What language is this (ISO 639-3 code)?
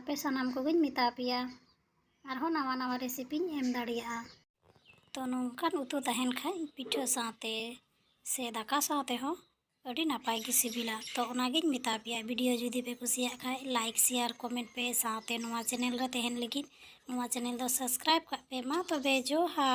sat